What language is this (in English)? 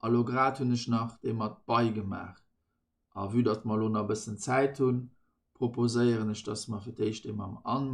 Luxembourgish